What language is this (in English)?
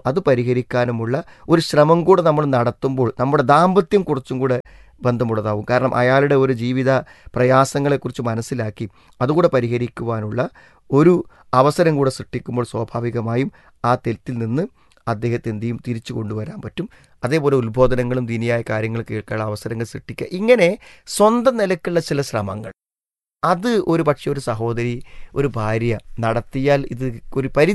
Malayalam